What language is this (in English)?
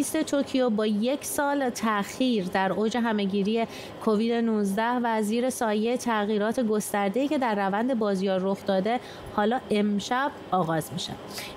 Persian